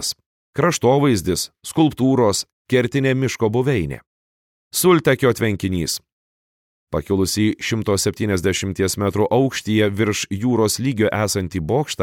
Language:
Lithuanian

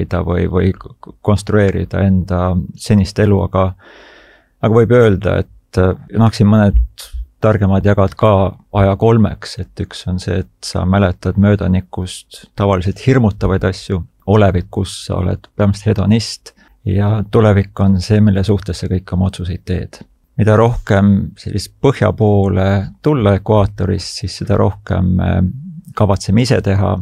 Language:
Estonian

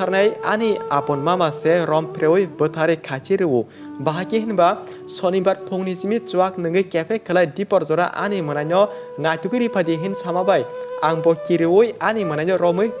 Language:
Kok Borok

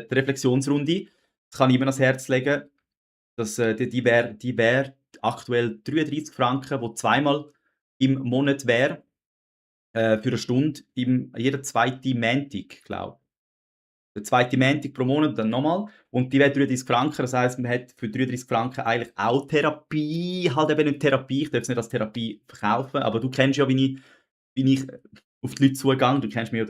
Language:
Swiss German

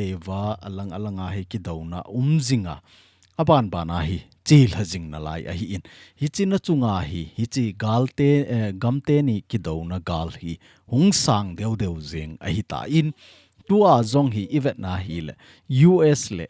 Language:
Thado Chin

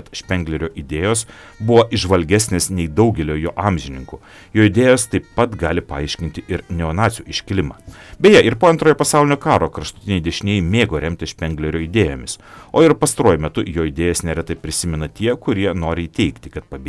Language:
Lithuanian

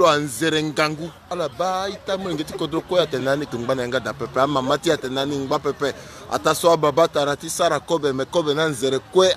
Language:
Sango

